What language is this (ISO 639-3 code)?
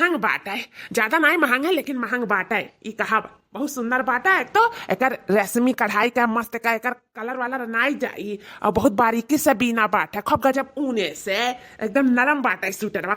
awa